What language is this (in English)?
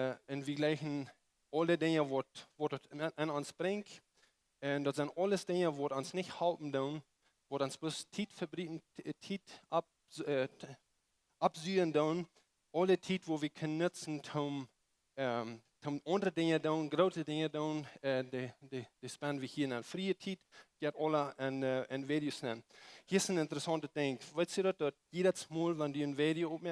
Plautdietsch